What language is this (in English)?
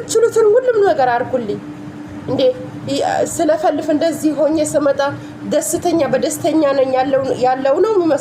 Amharic